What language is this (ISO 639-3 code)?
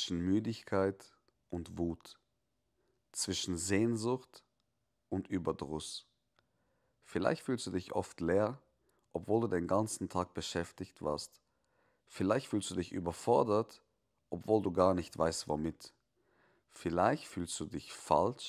gsw